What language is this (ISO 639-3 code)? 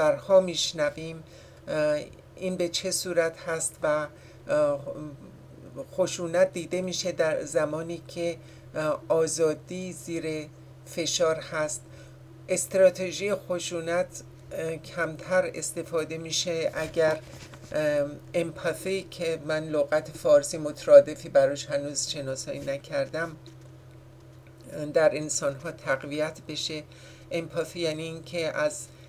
fas